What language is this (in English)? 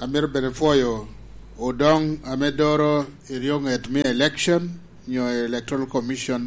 Lango (Uganda)